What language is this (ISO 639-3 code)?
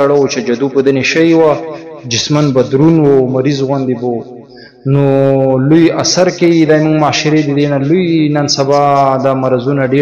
pus